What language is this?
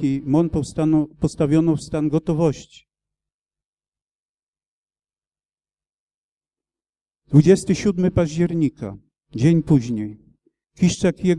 Polish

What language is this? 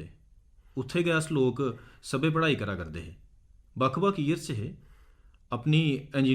Dogri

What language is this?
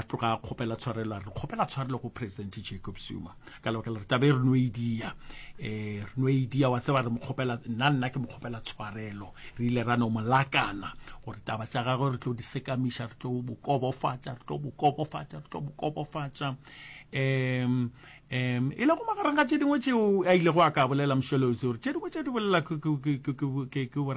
Northern Sotho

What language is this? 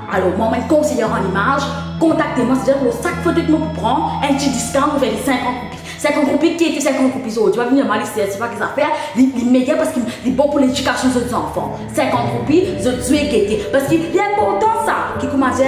Morisyen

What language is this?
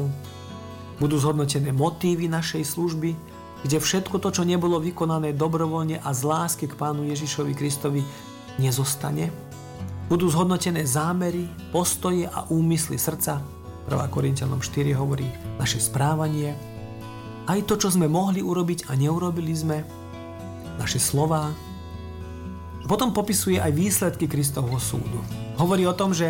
Slovak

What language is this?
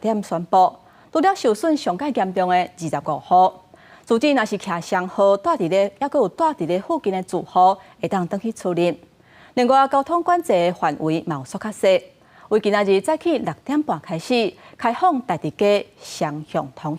Min Nan Chinese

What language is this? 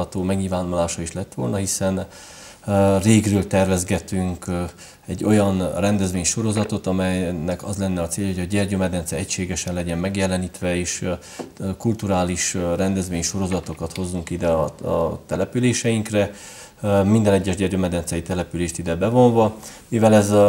Hungarian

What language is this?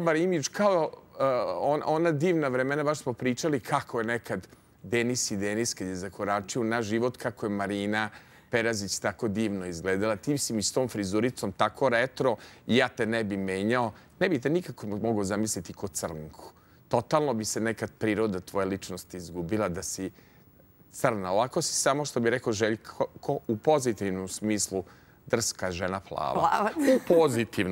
Serbian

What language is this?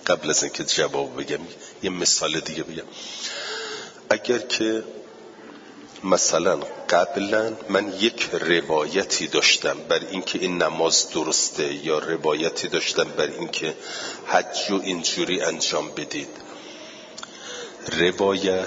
Persian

